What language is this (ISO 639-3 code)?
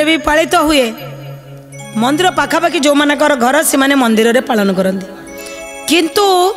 ori